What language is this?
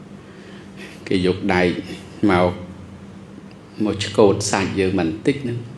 Khmer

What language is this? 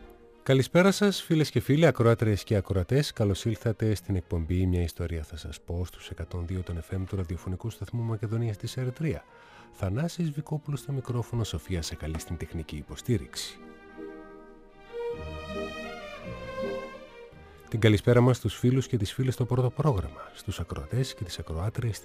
Greek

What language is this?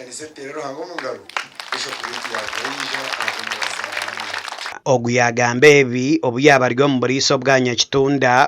Nyankole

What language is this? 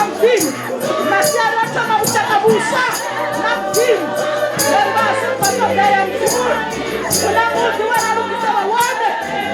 Venda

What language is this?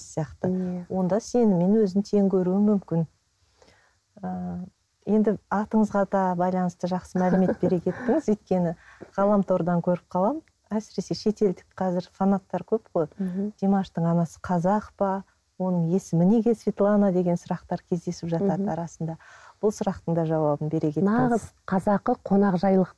Kazakh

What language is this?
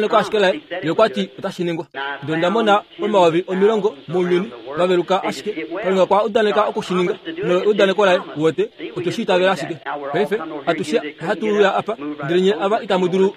Kuanyama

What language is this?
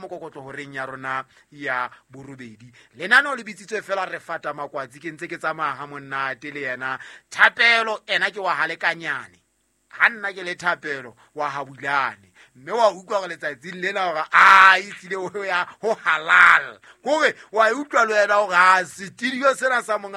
Southern Sotho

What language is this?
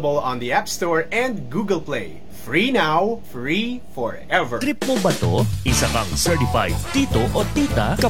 Filipino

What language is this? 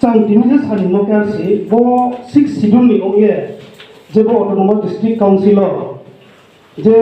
Riang (India)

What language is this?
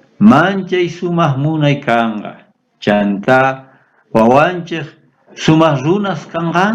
South Bolivian Quechua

